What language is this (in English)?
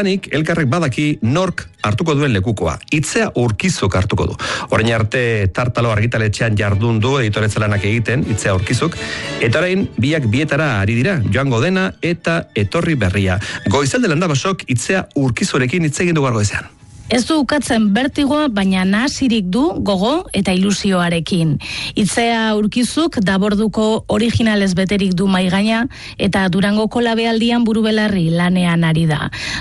Basque